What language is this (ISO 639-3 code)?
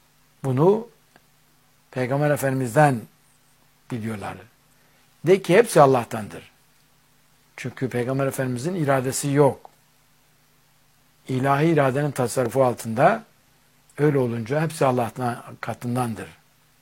tur